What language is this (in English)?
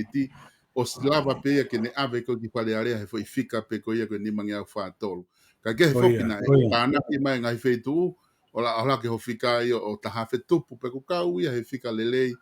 Tongan